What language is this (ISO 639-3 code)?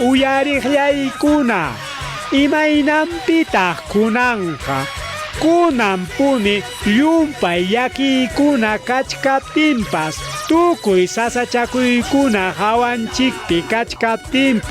quy